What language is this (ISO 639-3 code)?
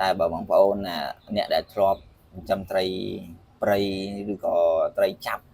khm